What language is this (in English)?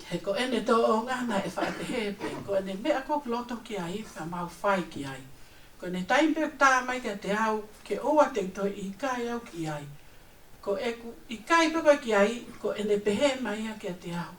Tongan